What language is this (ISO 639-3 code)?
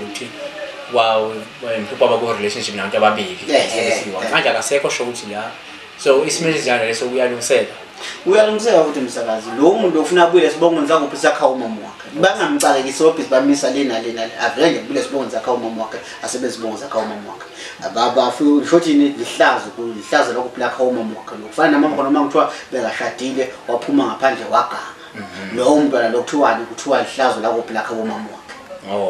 zul